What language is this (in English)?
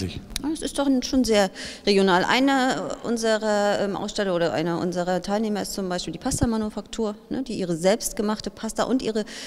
German